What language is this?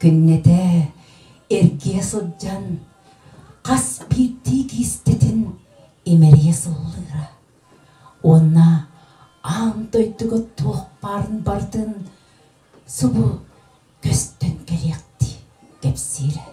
Yakut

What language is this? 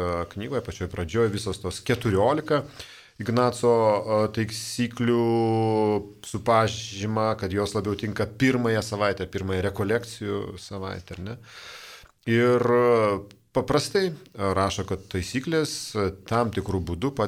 Lithuanian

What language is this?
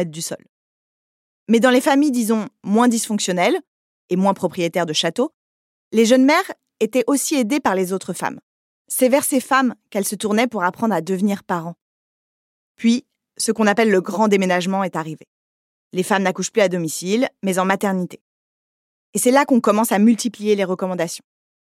French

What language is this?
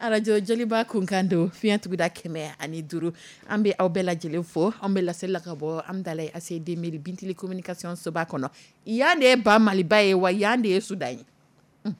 Dyula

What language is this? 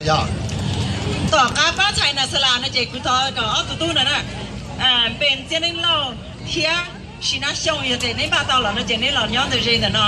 Hmong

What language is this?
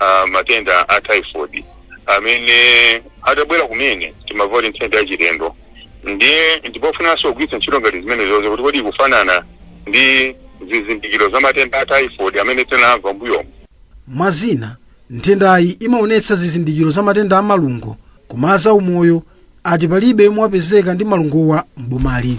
Nyanja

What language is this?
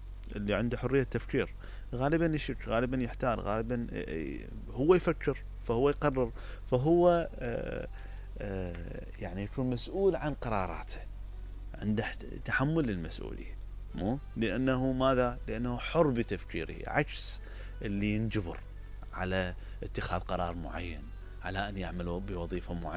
Mesopotamian Arabic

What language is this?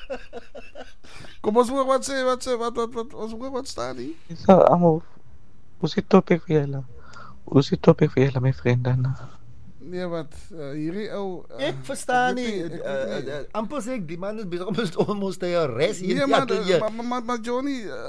Afrikaans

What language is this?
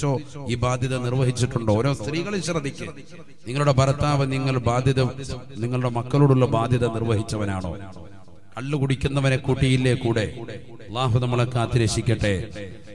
Malayalam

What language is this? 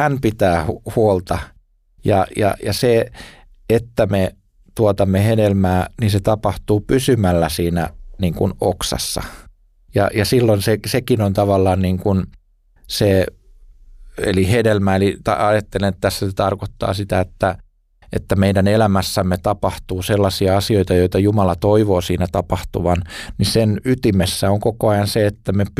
Finnish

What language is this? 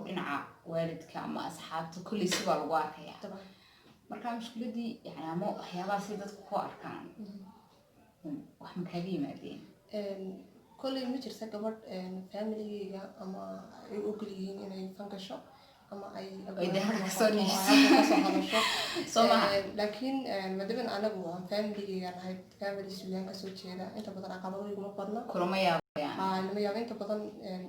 Somali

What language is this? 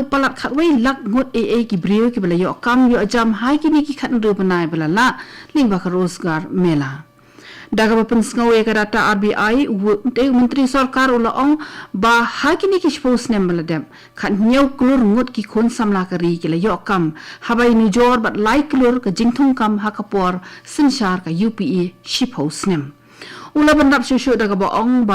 Khasi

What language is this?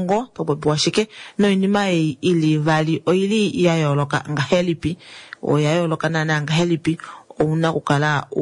Kuanyama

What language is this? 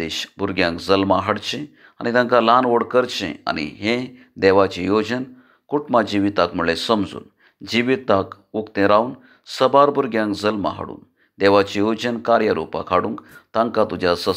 Konkani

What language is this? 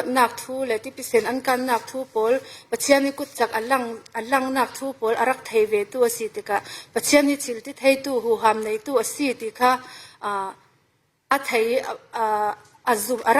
Falam Chin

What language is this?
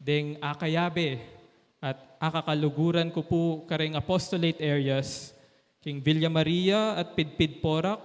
Pampanga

